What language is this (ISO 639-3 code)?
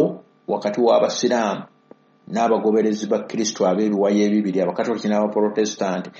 lug